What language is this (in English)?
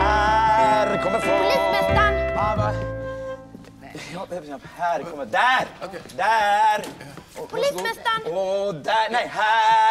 Swedish